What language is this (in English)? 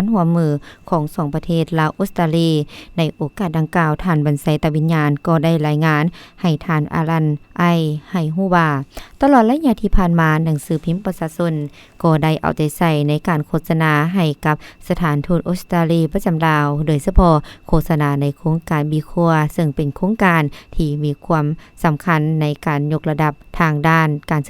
Lao